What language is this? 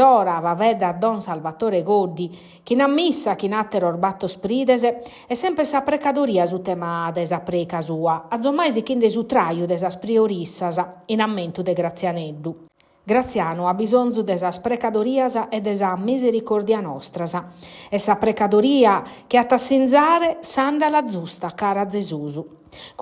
Sardinian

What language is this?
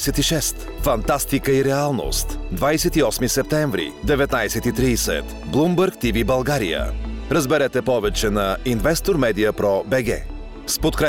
Bulgarian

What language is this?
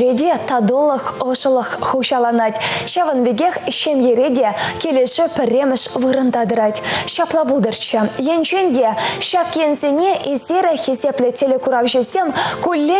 Chuvash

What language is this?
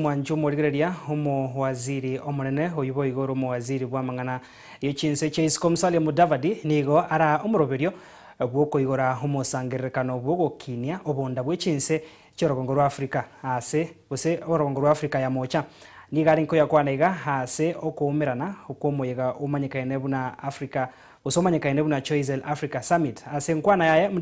Gusii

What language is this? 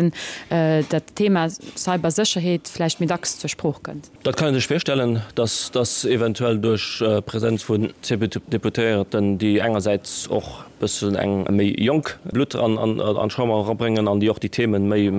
Luxembourgish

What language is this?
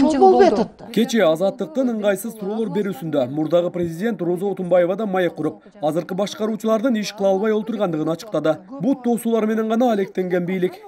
Kyrgyz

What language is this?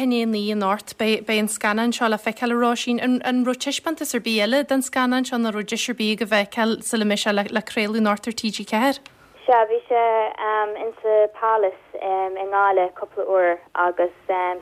Irish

